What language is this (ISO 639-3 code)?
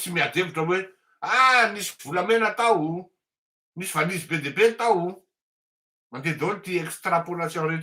mlg